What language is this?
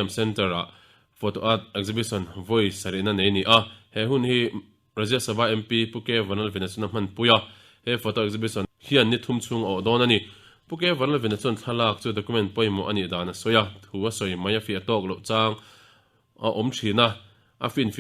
Mizo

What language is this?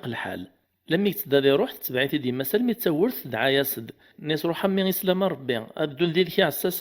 Kabyle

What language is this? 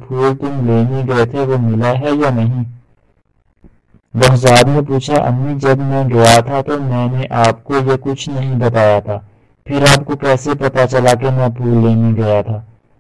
Urdu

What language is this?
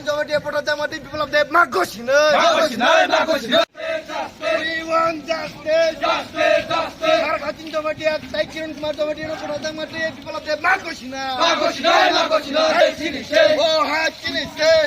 Kok Borok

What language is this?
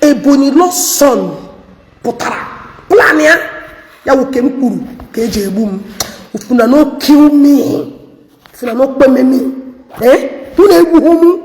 Igbo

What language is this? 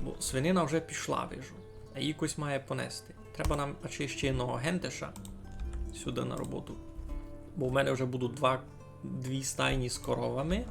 Rusyn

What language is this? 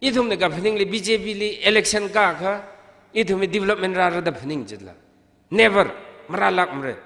Tangkhul Naga (India)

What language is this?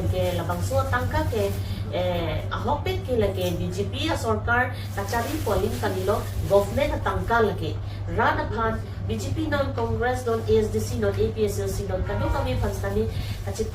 Karbi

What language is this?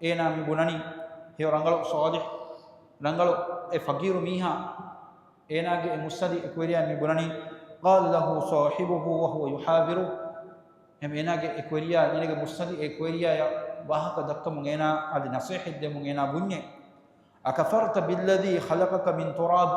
Divehi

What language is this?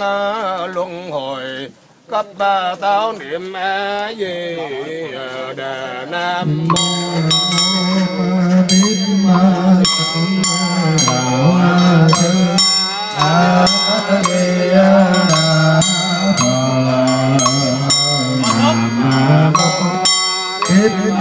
Vietnamese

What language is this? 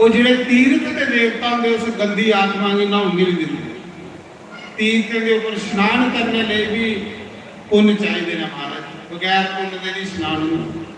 Dogri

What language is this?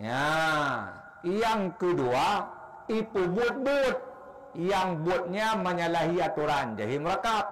Achinese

